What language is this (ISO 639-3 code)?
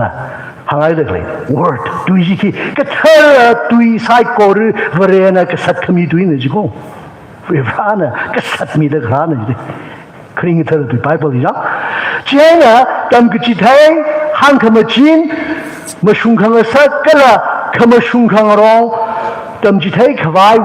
nmf